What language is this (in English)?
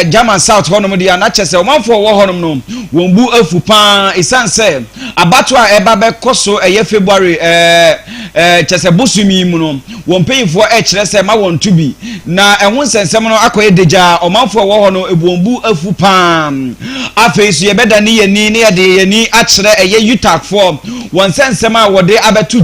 Akan